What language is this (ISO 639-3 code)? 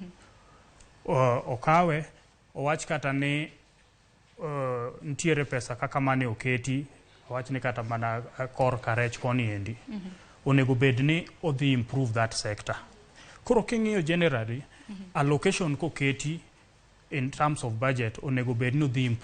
luo